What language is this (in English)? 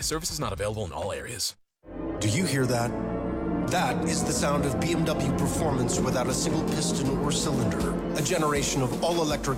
English